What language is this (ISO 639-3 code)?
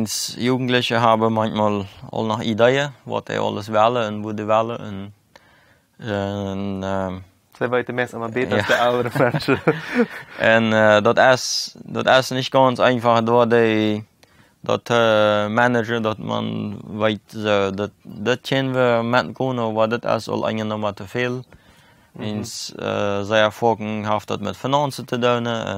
pdt